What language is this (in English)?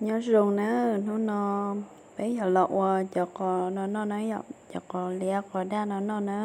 Hmong